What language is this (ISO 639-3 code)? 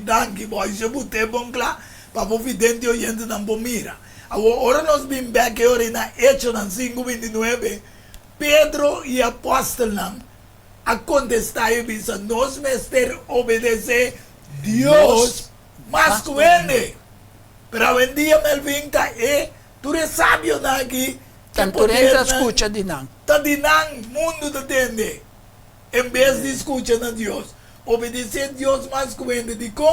pap